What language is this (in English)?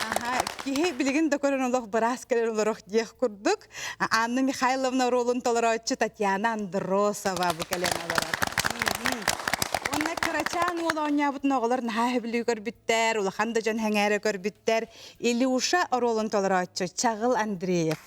Yakut